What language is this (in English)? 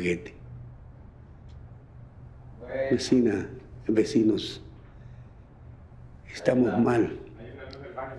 Spanish